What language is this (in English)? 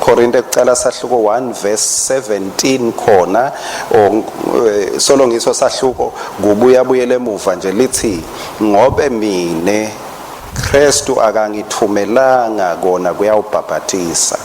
Swati